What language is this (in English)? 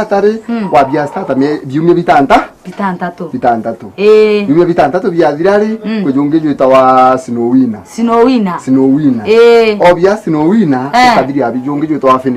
Meru